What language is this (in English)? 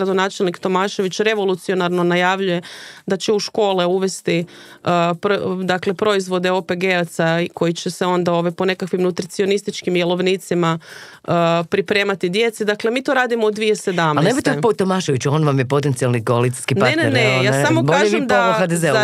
Croatian